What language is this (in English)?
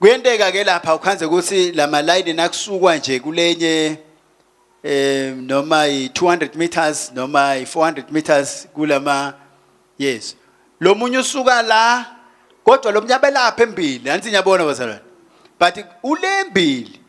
Swati